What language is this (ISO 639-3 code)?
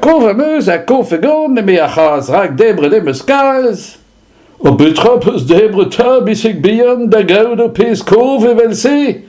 bre